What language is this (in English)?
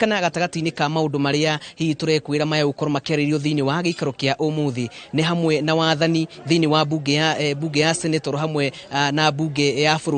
Kikuyu